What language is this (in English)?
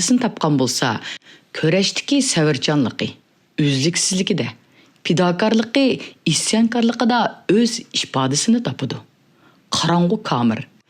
Uyghur